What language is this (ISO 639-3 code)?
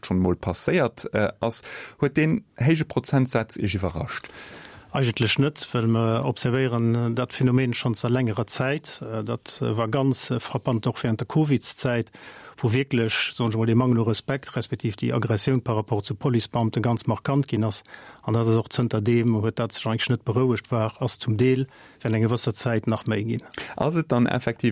ltz